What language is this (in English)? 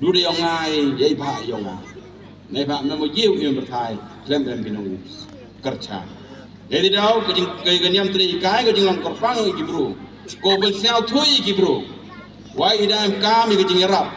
Pnar